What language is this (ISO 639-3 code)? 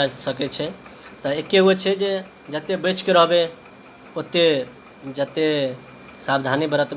mai